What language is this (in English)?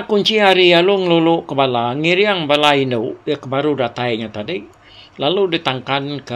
Iban